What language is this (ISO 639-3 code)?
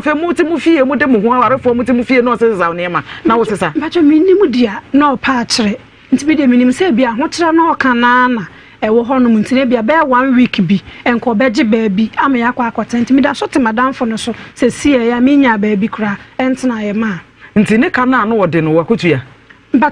aka